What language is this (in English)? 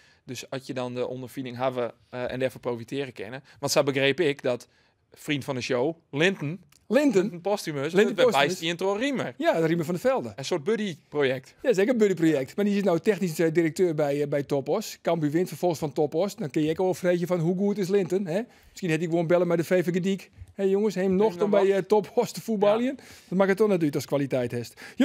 Western Frisian